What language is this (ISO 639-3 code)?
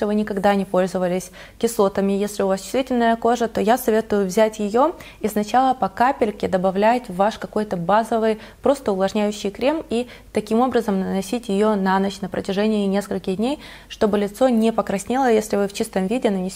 rus